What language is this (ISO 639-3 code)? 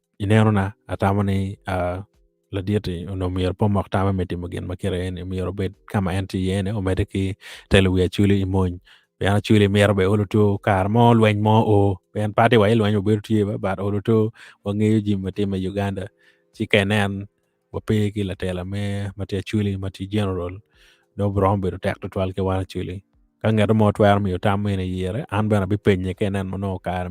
ach